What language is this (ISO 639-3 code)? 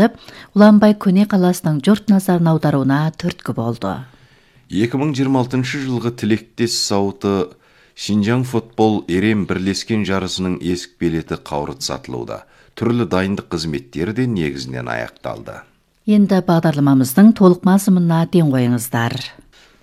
kaz